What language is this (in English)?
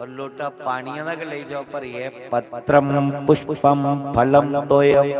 Dogri